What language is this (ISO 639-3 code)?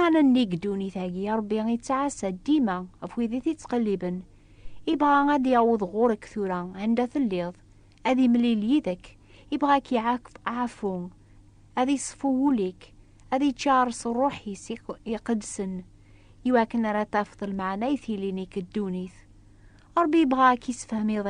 kab